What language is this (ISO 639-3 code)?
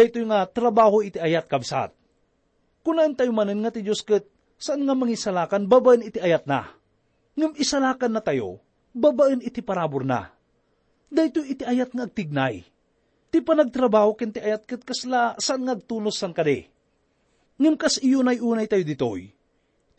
ilo